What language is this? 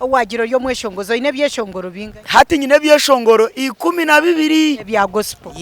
Nyankole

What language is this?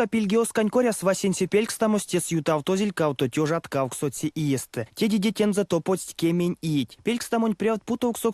Erzya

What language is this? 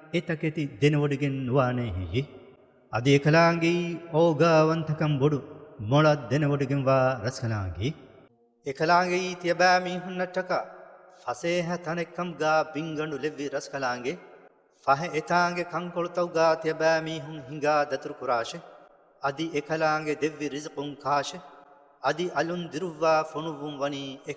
Divehi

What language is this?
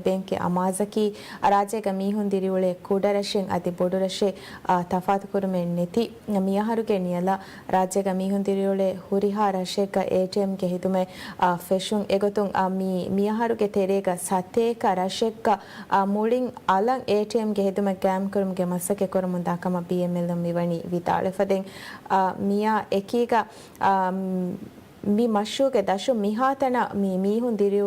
Divehi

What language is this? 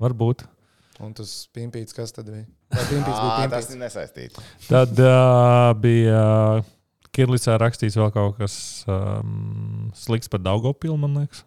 Latvian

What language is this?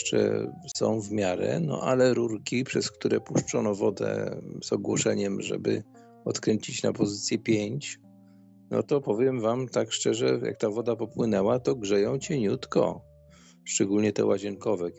Polish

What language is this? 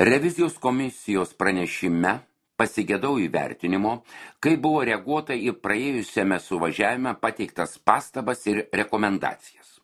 Lithuanian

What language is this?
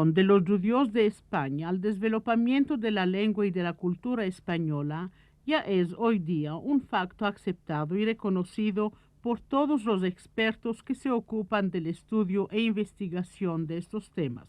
Ladino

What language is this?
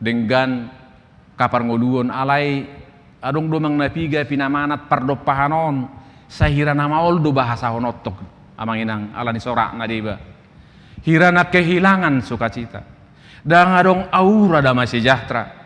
Batak Toba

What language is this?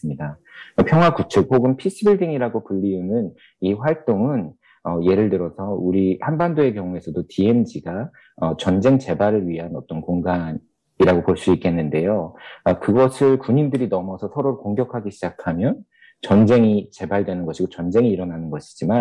Korean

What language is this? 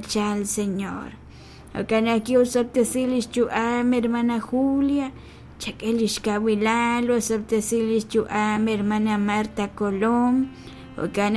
Kekchí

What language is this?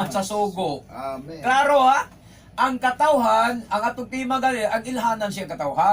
Cebuano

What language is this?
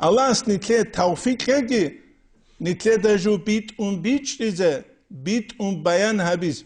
Avaric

